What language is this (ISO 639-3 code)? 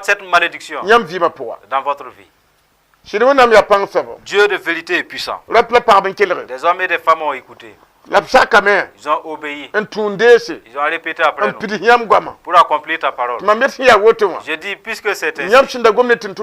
mos